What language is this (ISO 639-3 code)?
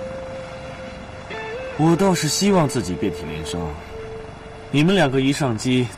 zho